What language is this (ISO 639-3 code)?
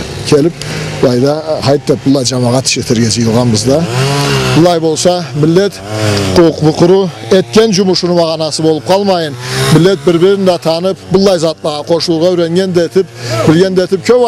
krc